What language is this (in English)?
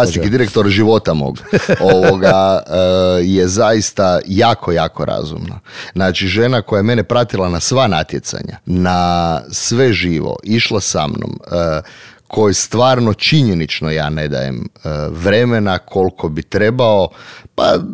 Croatian